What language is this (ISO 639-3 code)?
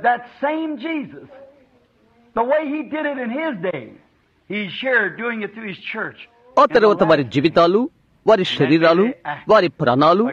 tel